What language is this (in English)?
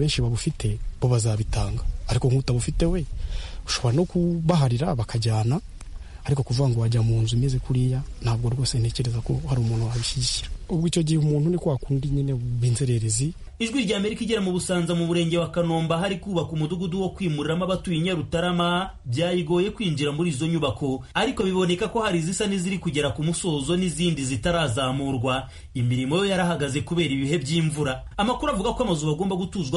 Kinyarwanda